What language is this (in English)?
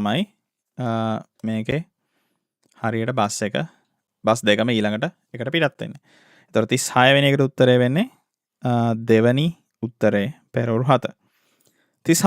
Sinhala